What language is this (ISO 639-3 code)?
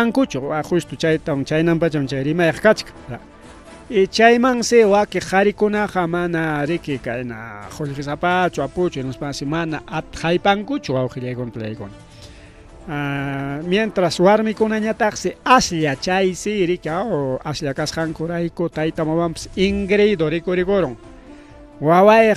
quy